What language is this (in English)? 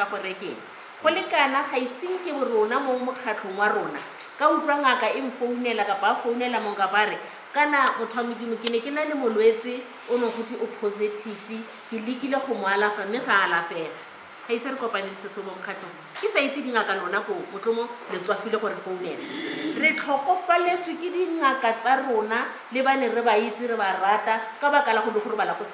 Tswana